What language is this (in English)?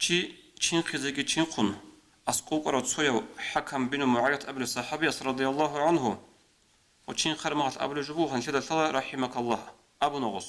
Avaric